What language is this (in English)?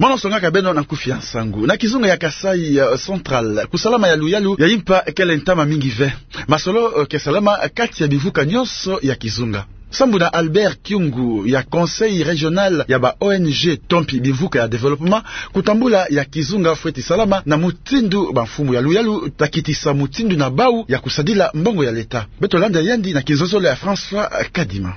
Kituba (Democratic Republic of Congo)